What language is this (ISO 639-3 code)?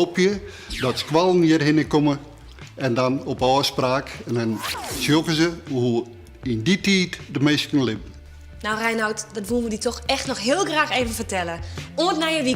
fry